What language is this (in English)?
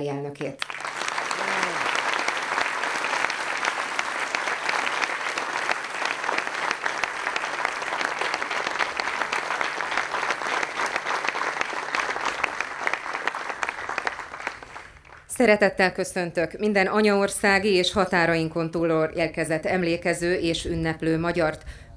Hungarian